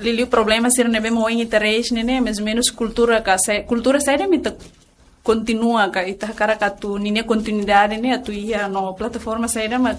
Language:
Tetum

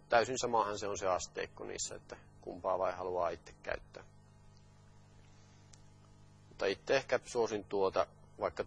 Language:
Finnish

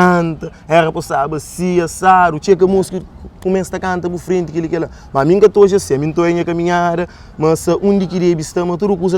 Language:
Kabuverdianu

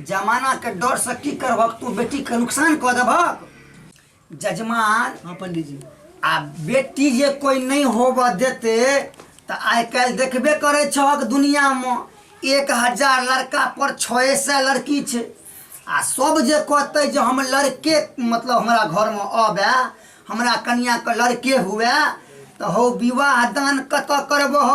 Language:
Maithili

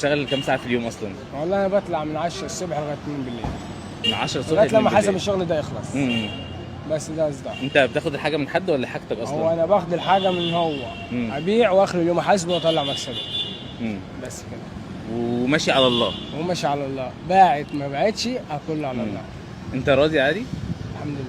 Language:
Egyptian Arabic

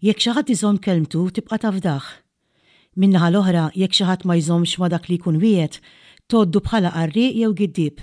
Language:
Maltese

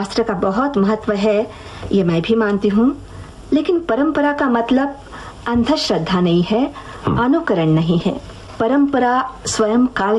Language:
Hindi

